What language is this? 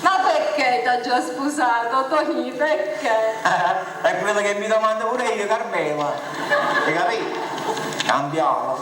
Neapolitan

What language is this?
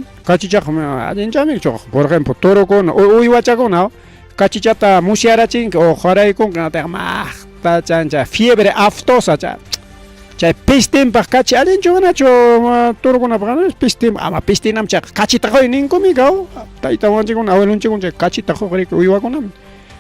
Ayacucho Quechua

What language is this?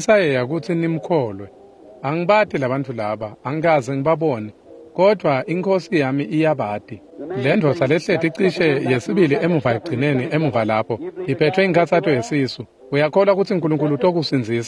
Swati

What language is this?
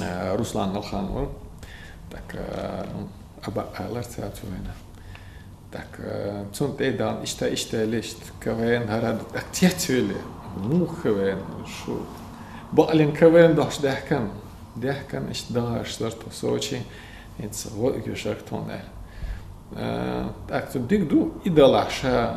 Chechen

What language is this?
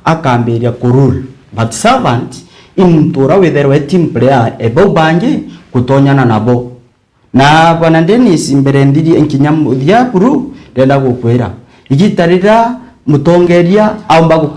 Meru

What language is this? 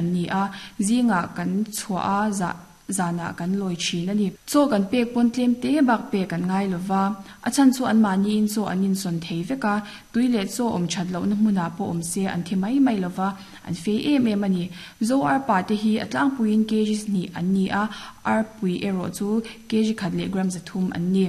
Mizo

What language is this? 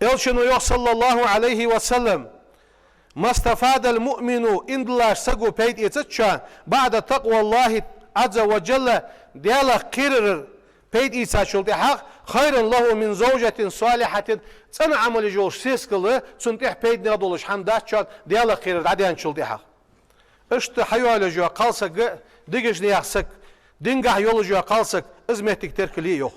Ingush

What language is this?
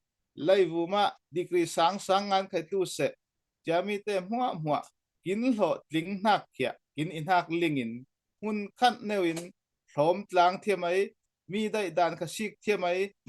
Falam Chin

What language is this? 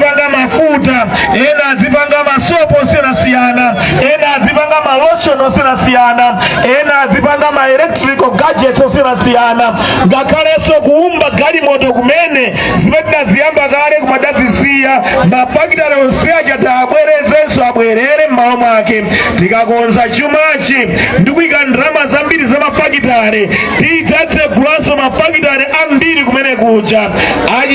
Nyanja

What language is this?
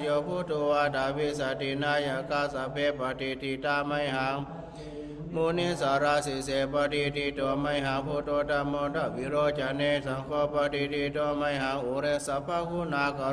Pali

